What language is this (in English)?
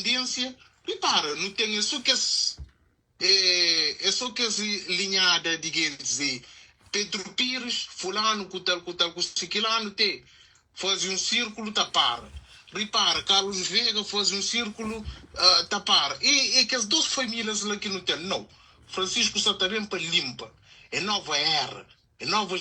Kabuverdianu